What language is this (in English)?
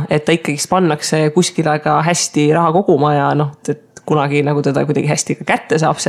Estonian